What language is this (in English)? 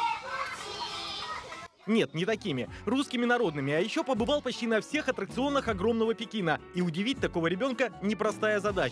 Russian